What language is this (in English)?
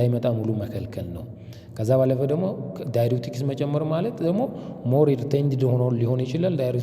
Amharic